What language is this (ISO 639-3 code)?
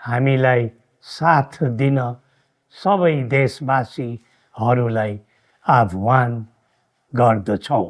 nep